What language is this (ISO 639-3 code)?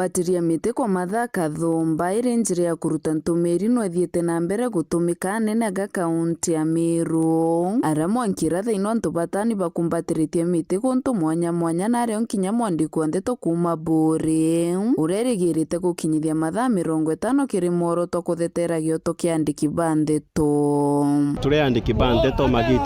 mer